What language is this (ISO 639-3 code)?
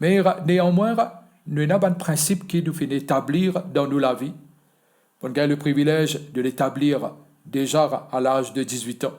mfe